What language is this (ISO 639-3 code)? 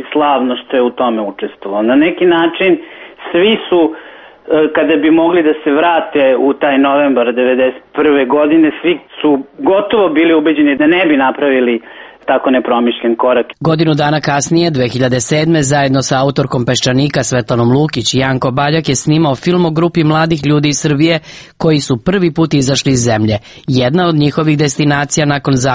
srp